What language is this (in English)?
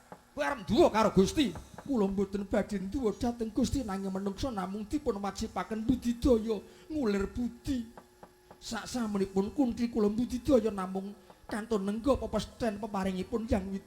Javanese